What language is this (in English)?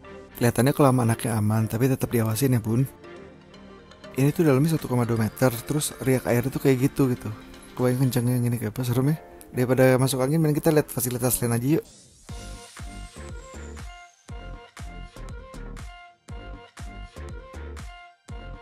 Indonesian